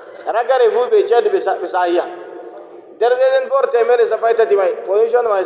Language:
Nigerian Fulfulde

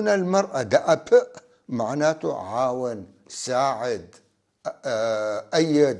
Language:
North Levantine Arabic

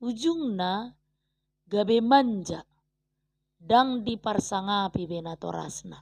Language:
Batak Toba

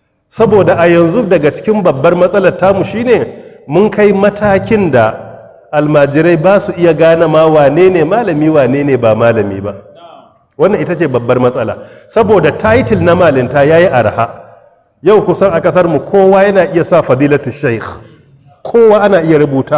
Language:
Hausa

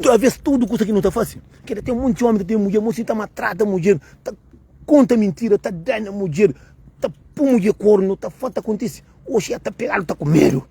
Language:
Kabuverdianu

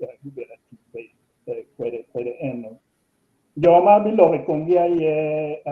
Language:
Acoli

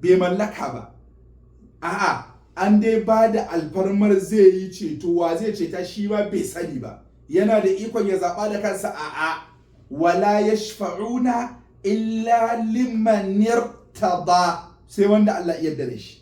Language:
Hausa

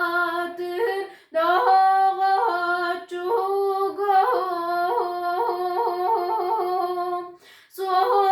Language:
Yakut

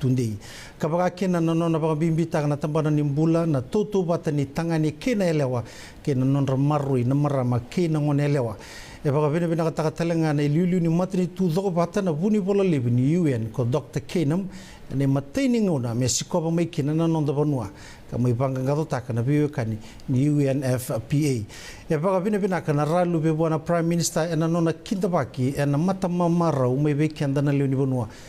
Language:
Fijian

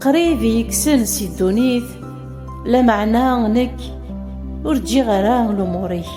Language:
Kabyle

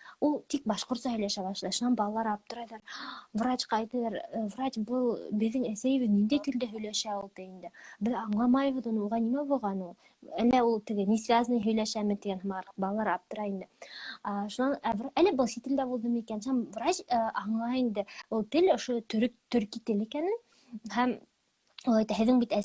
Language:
Bashkir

